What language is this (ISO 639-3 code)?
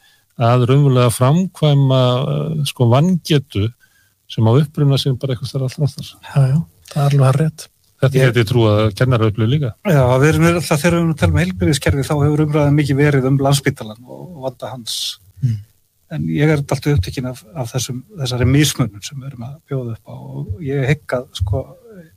isl